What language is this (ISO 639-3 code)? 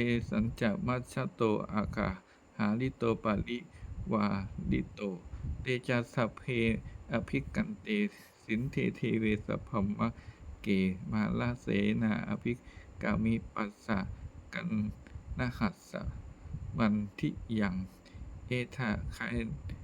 pli